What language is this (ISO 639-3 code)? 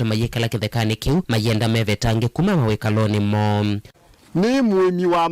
kam